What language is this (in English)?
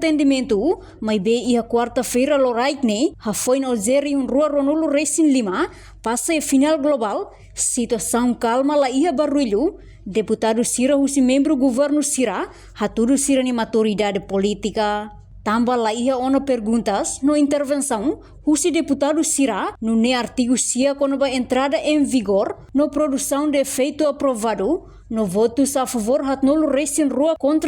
Tetum